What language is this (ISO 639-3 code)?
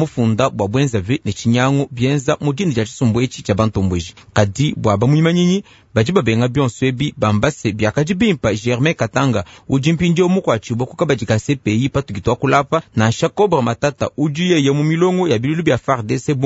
lua